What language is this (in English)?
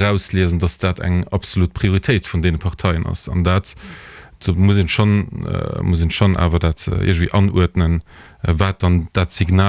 Luxembourgish